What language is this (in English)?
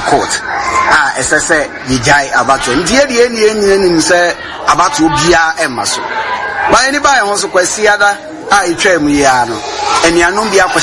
Akan